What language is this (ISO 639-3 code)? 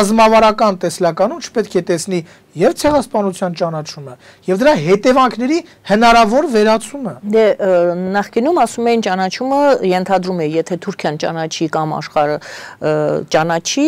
hye